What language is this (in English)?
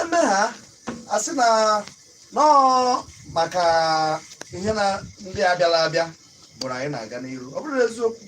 Igbo